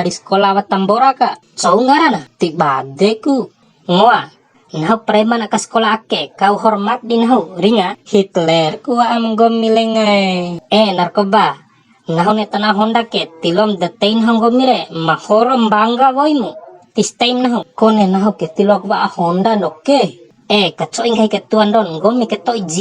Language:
Bima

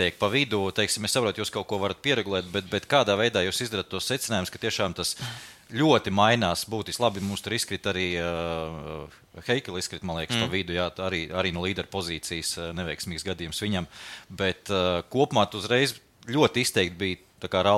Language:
Latvian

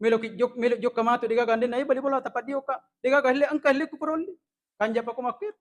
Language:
Buginese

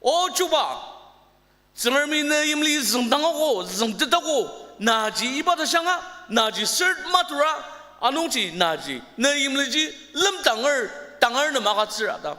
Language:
Ao Naga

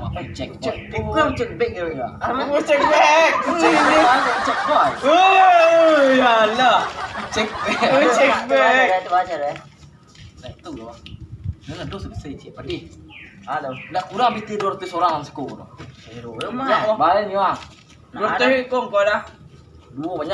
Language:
Minangkabau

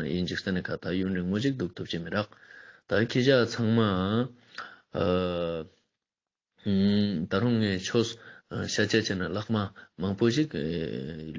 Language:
Ladakhi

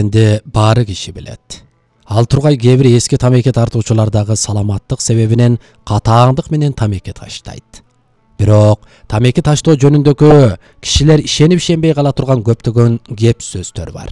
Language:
Kyrgyz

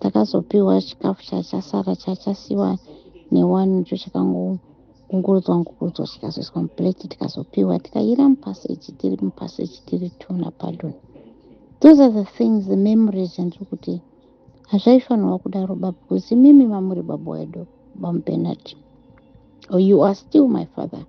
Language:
Shona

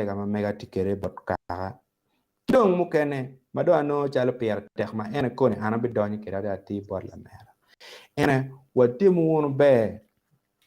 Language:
Acoli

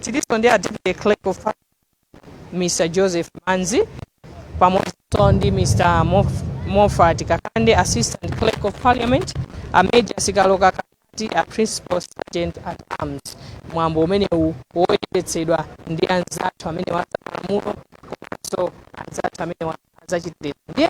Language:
Nyanja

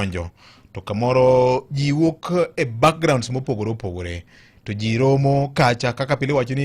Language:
Luo (Kenya and Tanzania)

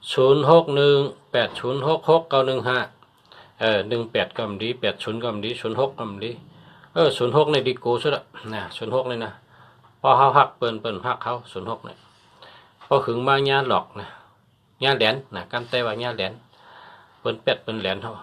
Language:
Shan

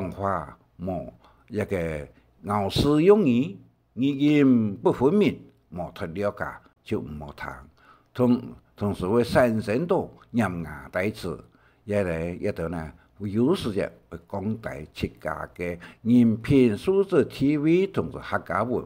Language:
Hakka Chinese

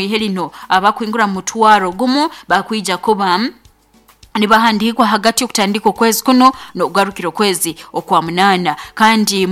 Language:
Nyoro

